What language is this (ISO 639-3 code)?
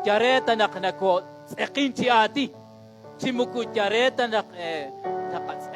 kek